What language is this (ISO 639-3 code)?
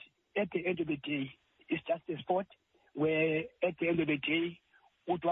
xho